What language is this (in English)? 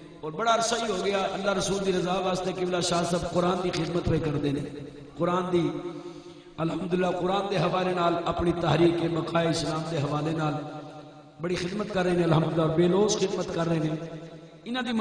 Saraiki